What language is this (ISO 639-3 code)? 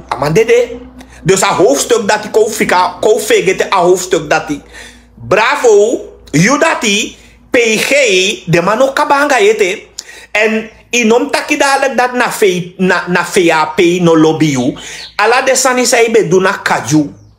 srn